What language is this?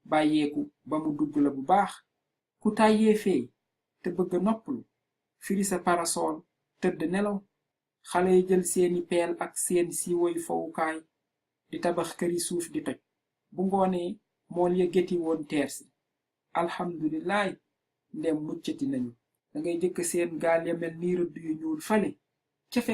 Wolof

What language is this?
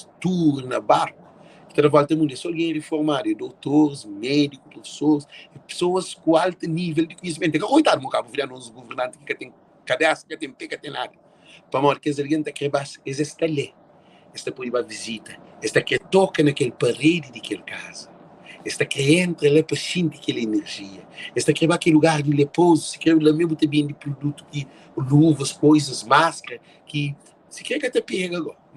Kabuverdianu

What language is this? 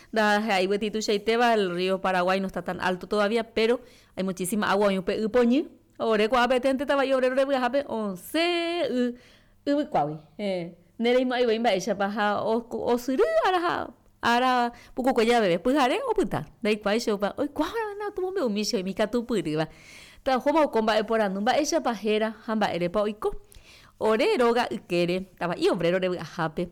Guarani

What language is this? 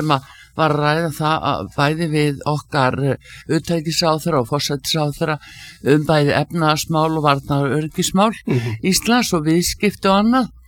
Icelandic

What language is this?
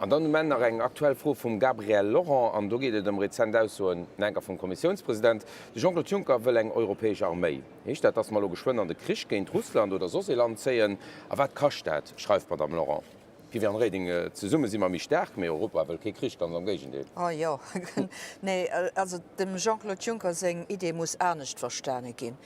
Luxembourgish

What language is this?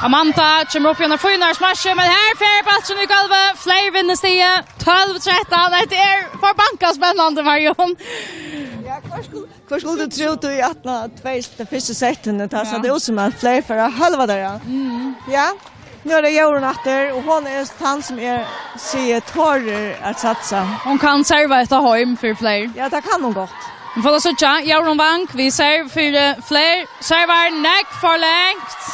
Faroese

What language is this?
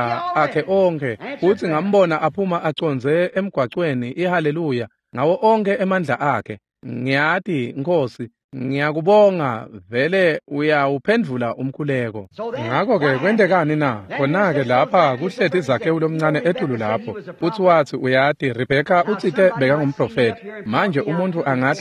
Swati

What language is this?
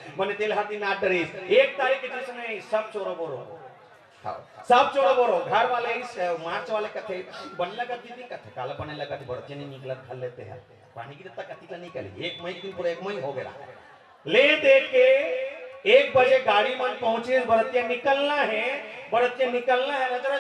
Chhattisgarhi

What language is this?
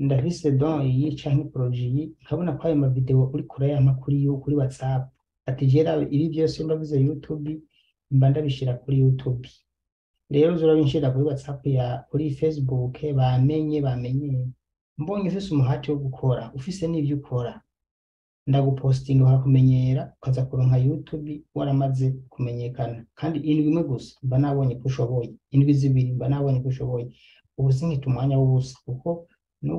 Rundi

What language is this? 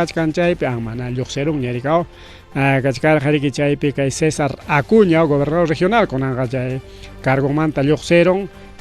Ayacucho Quechua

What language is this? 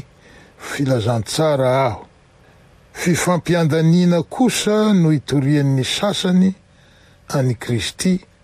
Malagasy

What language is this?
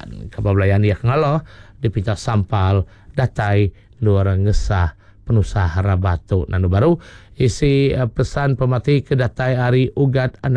Iban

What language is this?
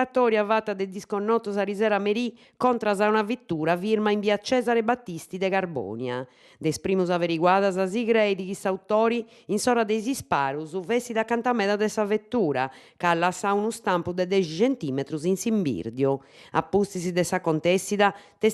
Sardinian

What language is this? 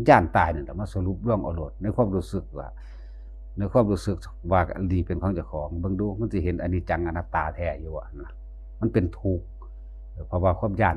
Northeastern Thai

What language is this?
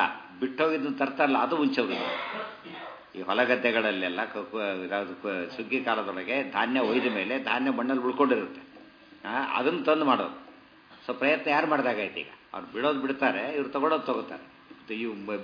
Kannada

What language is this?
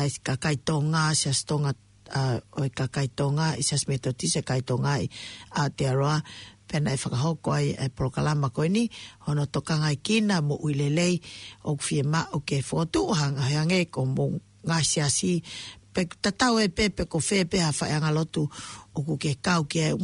Tongan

